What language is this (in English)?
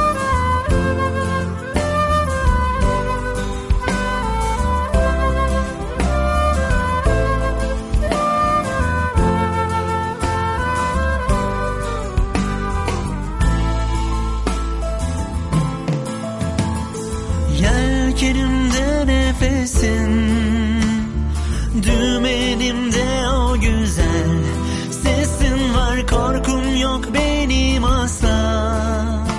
Turkish